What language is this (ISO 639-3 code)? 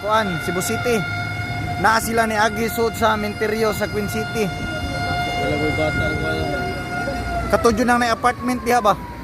ceb